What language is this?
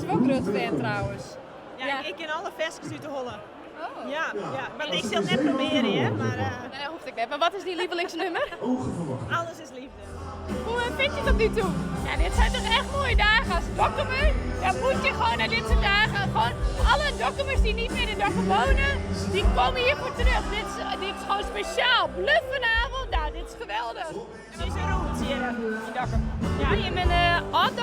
Western Frisian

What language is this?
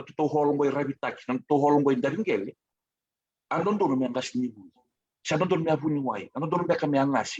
Fijian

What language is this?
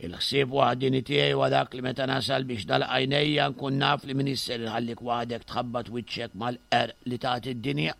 Maltese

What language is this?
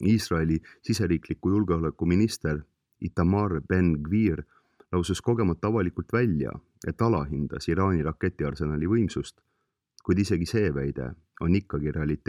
Estonian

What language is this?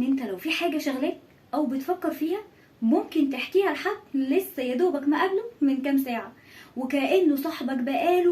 Egyptian Arabic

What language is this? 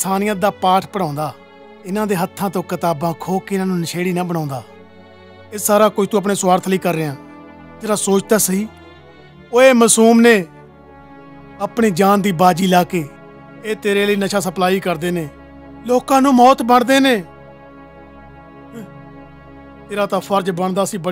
Punjabi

